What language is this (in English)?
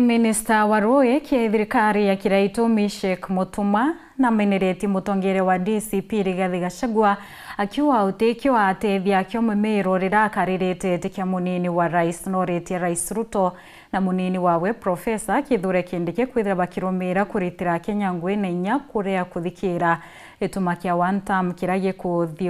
Meru